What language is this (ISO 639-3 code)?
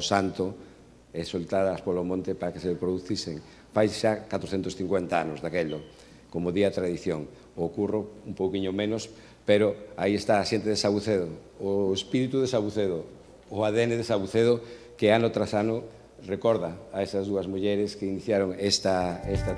glg